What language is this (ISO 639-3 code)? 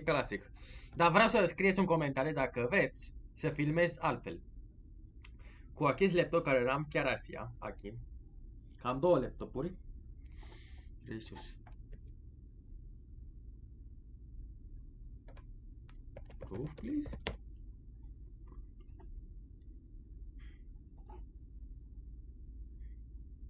ron